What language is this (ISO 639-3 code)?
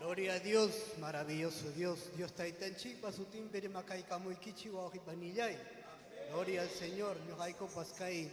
quy